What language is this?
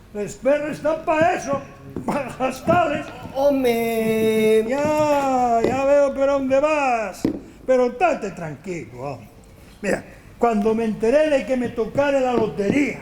Asturian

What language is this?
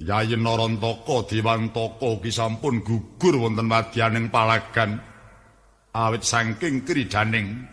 Javanese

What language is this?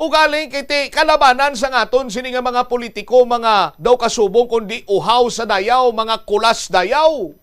Hiligaynon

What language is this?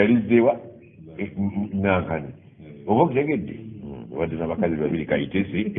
Ganda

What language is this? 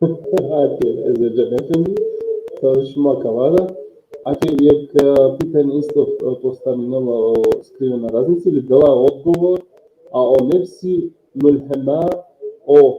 Balkan Romani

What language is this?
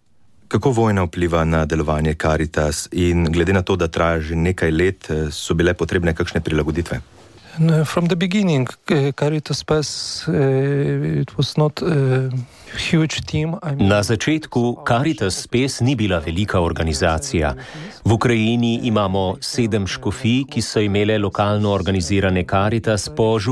Slovenian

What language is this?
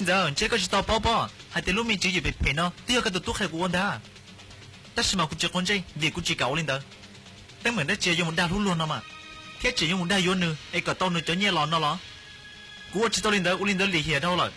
Hmong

